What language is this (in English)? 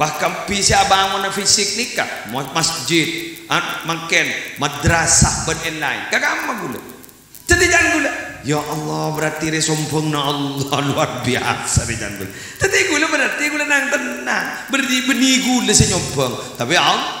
Madurese